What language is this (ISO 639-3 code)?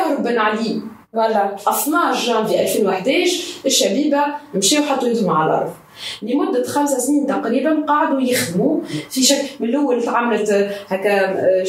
aeb